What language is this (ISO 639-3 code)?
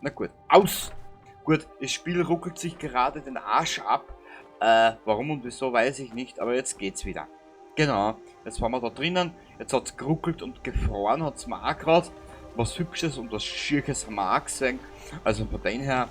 bar